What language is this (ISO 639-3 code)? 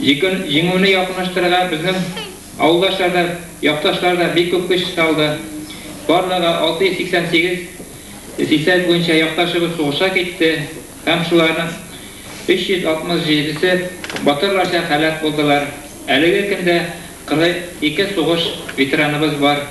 bak